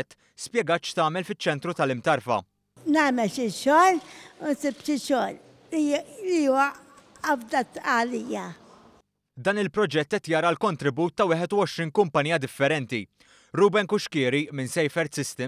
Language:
Maltese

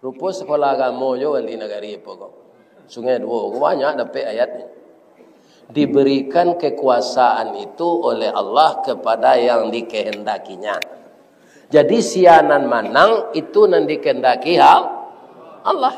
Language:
Minangkabau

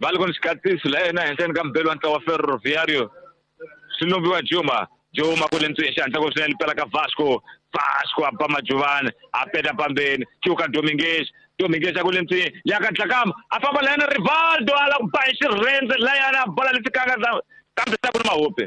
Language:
Tsonga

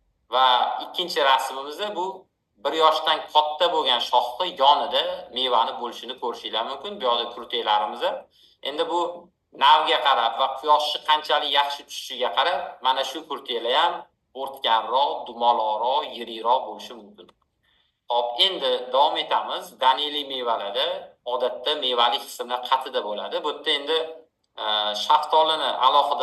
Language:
Uzbek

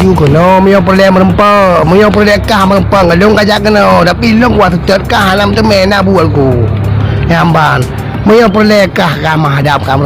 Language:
Achinese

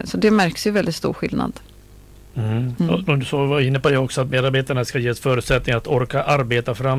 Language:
Swedish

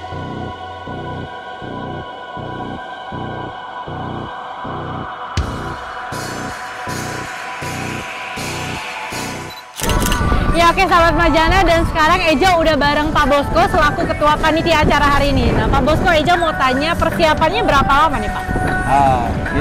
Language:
Indonesian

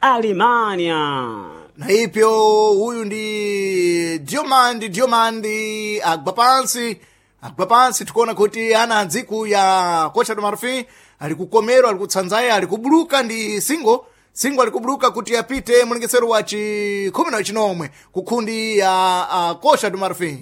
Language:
Sena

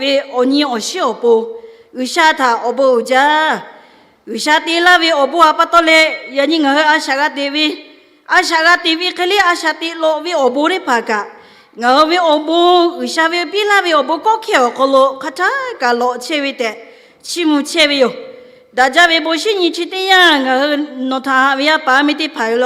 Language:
Lahu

